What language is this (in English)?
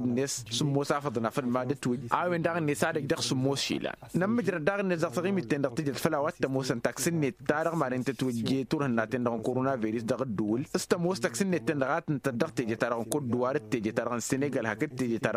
Tamasheq